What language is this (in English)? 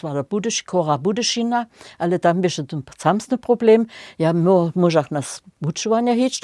Upper Sorbian